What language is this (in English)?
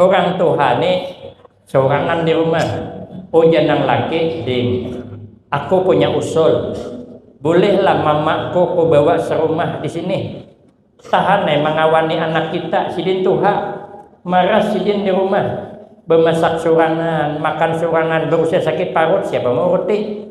Banjar